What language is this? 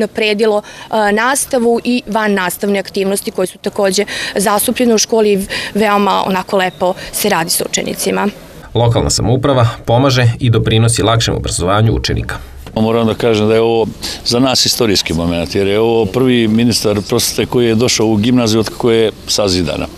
Serbian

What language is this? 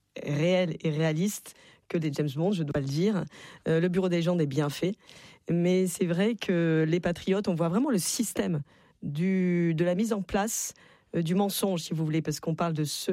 French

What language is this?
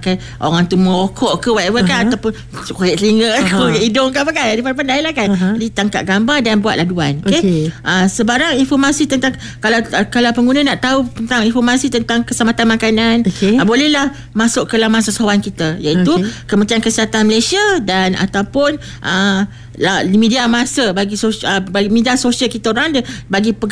Malay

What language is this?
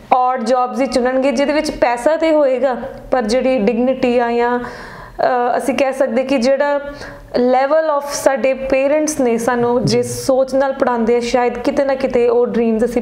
Punjabi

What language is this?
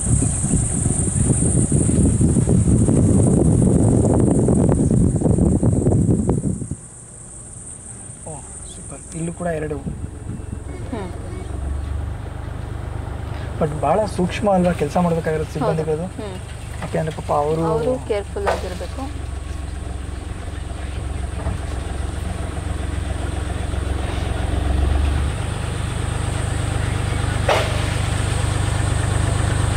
Kannada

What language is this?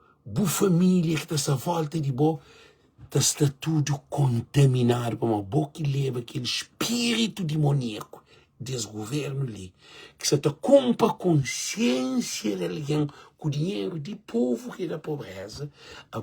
Kabuverdianu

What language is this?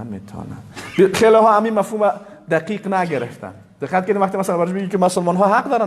Persian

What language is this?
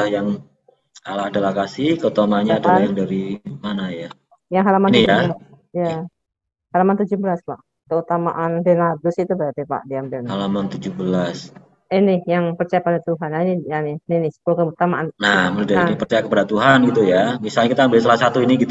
Indonesian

